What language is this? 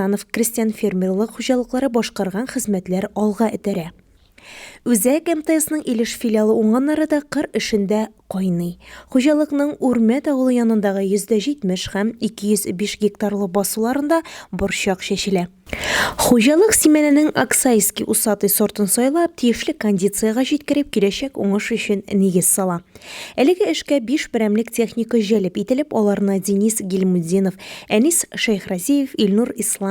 Tatar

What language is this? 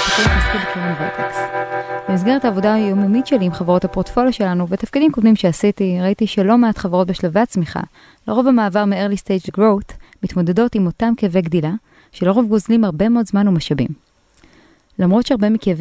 Hebrew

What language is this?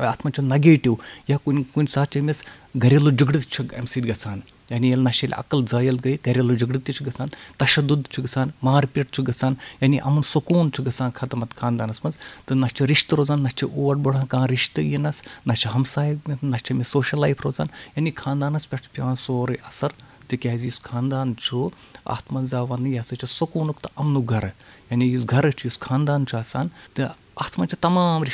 Kashmiri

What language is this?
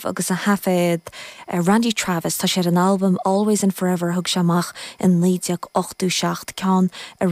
Irish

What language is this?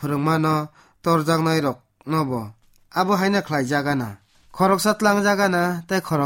Kok Borok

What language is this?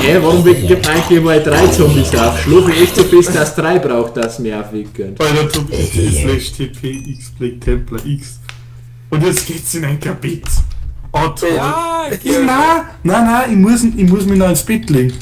Bavarian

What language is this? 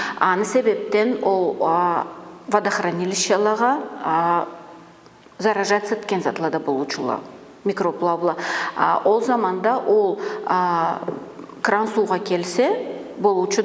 Karachay-Balkar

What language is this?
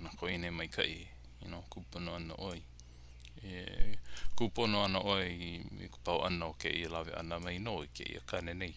Hawaiian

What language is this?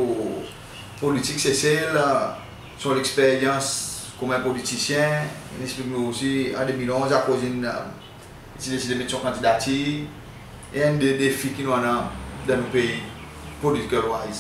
Seselwa Creole French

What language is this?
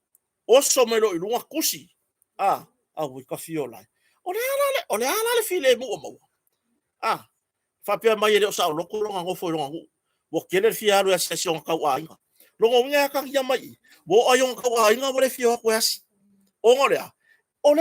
Samoan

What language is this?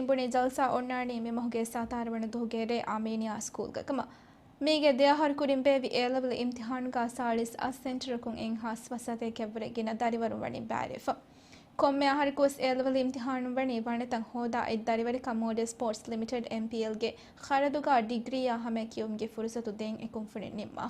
Divehi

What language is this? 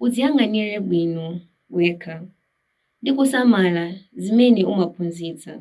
Nyanja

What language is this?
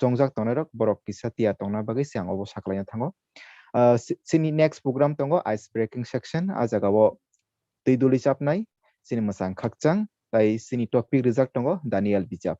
Kok Borok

